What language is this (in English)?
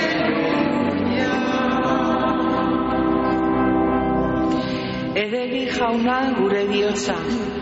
Basque